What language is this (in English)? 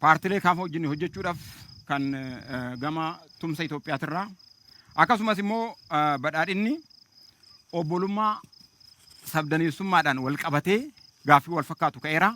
Oromo